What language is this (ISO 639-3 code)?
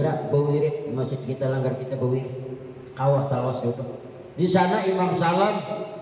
bjn